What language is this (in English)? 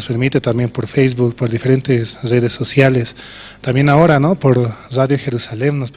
Aymara